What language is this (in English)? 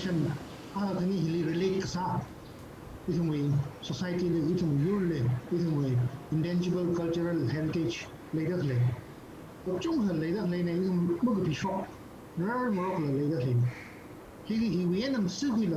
Tangkhul Naga (India)